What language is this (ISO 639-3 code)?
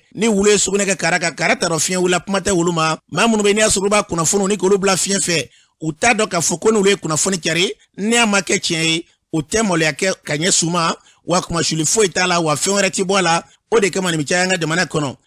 bam